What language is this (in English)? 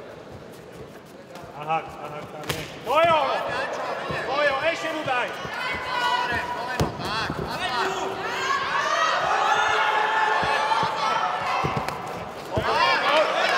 Slovak